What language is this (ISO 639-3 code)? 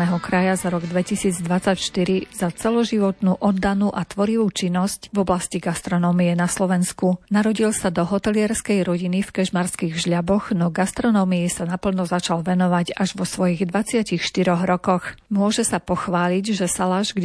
slk